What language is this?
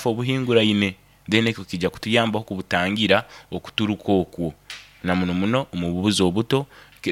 Nyoro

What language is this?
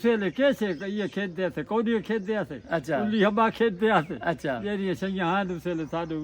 Saraiki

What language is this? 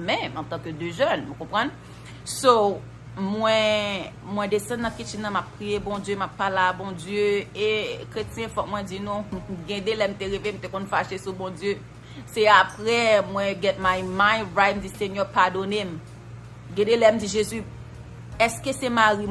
Haitian Creole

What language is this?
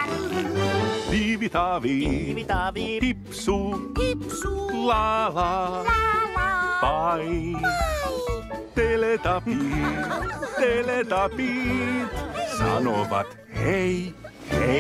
Finnish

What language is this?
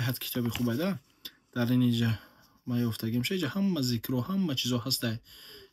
Tajik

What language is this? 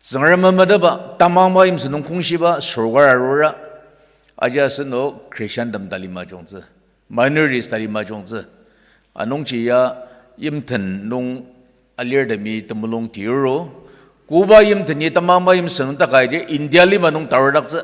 Ao Naga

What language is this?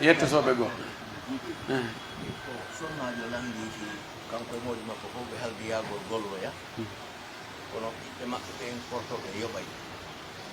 Pular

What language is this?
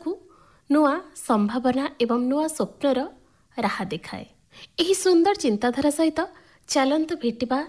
Odia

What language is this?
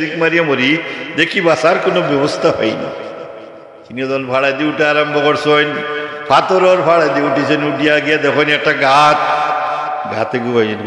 Sylheti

